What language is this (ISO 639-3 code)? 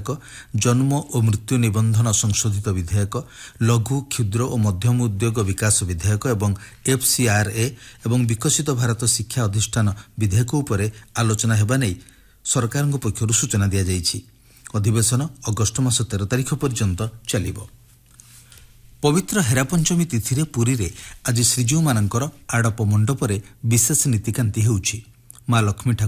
ori